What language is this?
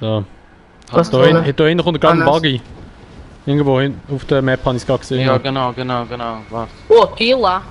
Swiss German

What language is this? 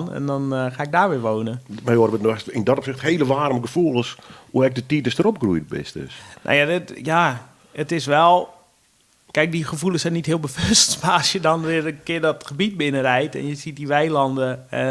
Western Frisian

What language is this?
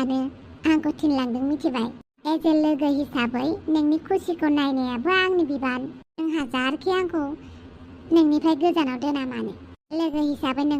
Bodo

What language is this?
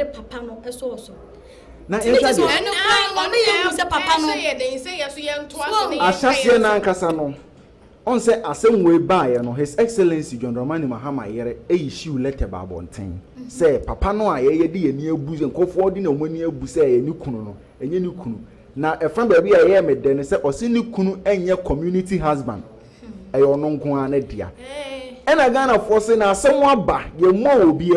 Akan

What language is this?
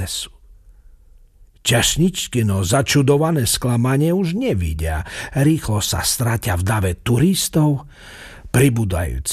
Slovak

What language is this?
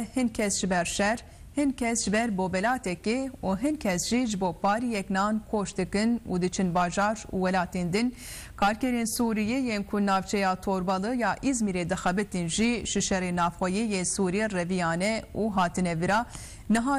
Kurdish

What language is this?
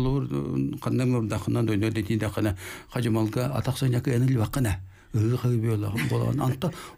Yakut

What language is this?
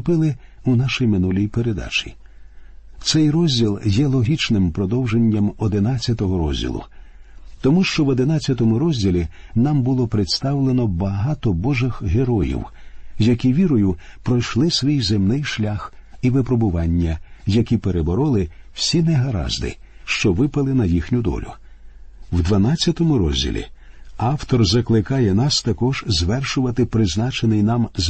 Ukrainian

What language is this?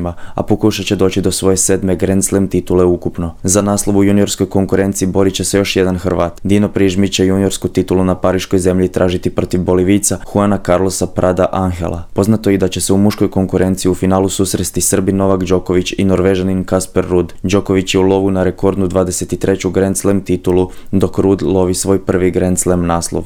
Croatian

